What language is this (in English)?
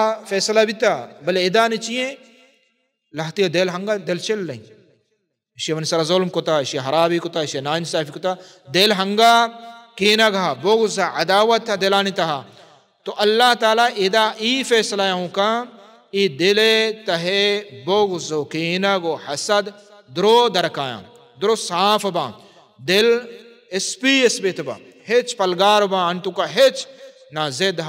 Baluchi